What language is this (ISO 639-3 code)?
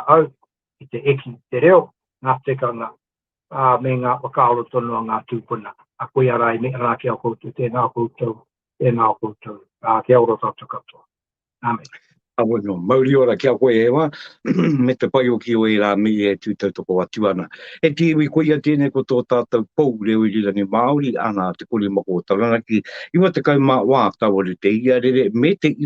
mri